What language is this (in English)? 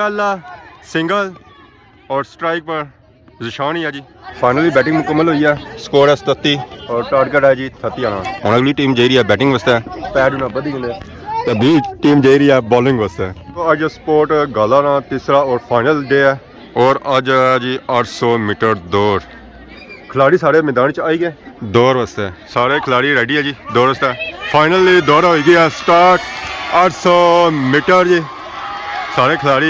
Pahari-Potwari